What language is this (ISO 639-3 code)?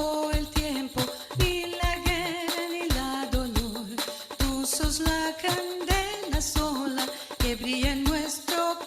lad